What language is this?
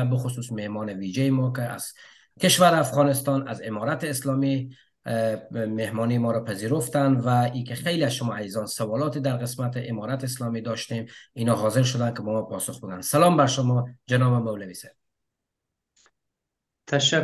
Persian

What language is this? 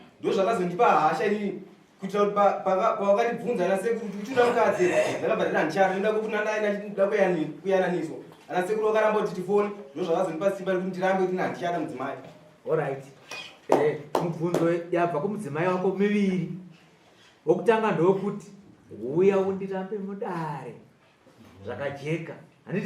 Shona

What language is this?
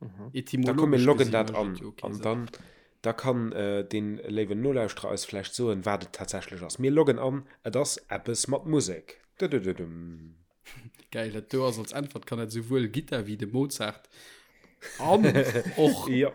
Luxembourgish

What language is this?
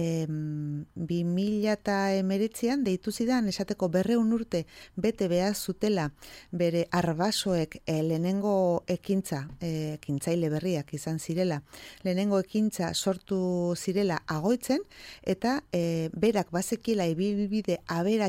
Basque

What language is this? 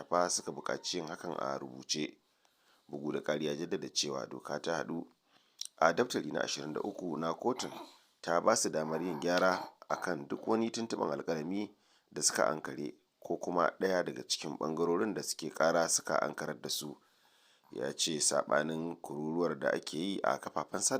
Hausa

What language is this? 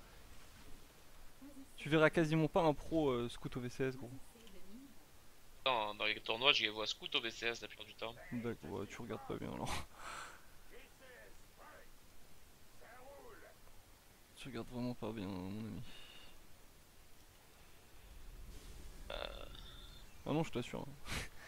French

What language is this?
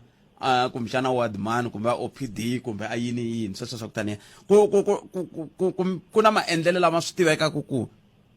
Tsonga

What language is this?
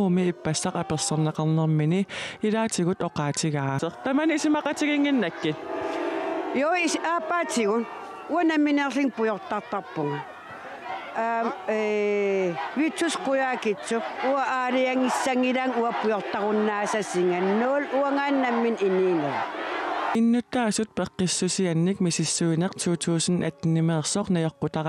Kalaallisut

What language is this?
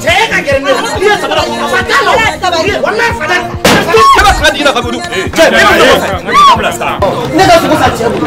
Bambara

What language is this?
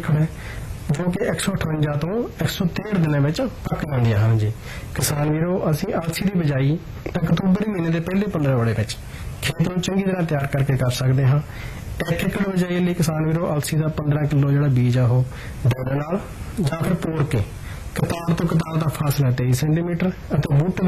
Punjabi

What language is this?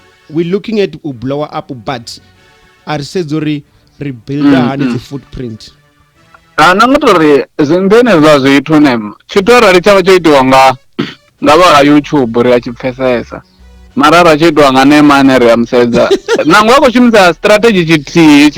Venda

